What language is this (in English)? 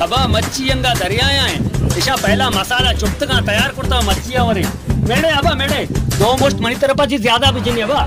Baluchi